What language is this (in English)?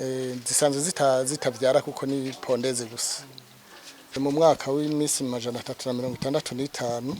Rundi